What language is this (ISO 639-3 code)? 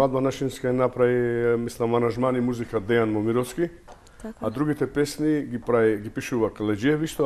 mkd